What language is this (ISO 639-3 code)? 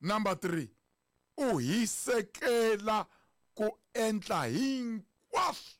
tso